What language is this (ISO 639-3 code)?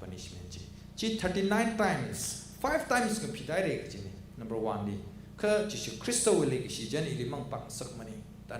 nmf